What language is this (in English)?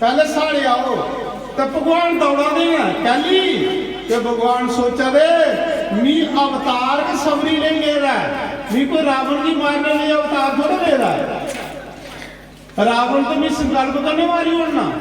Dogri